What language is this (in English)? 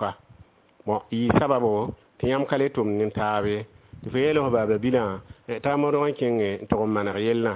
Mossi